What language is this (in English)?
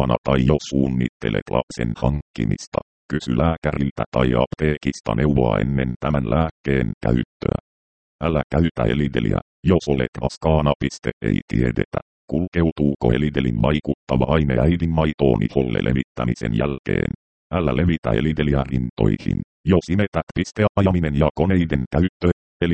Finnish